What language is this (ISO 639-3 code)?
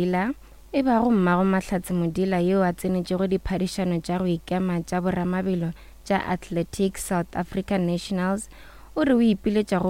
nso